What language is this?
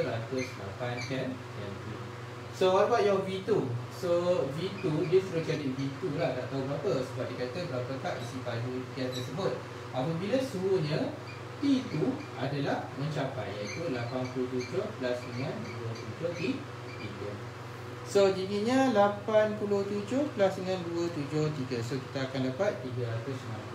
Malay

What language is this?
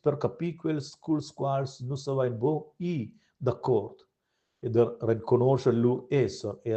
Romansh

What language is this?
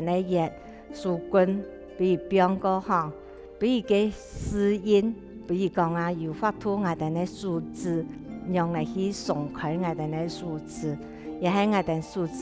Hakka Chinese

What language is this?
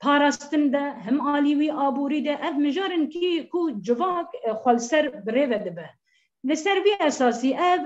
Kurdish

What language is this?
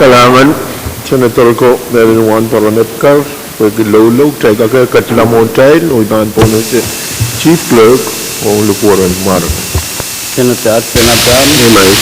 Pohnpeian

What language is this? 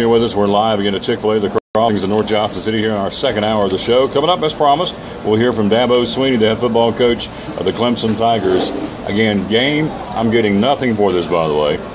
English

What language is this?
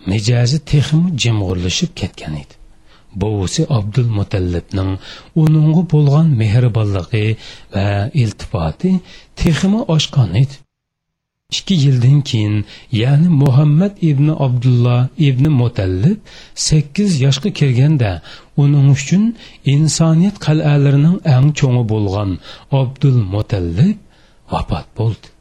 Uyghur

